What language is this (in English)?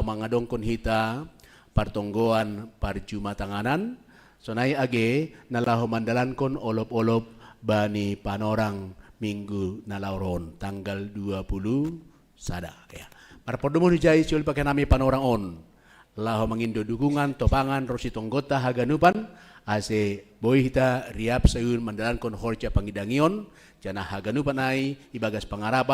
Batak Simalungun